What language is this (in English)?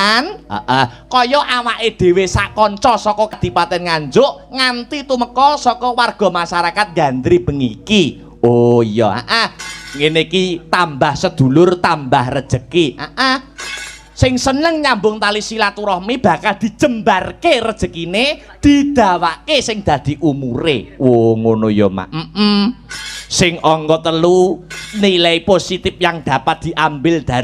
Javanese